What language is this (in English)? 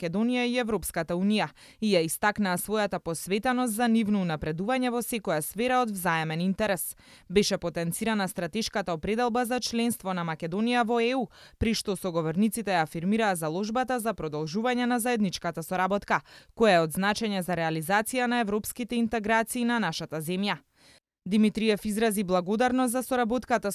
Macedonian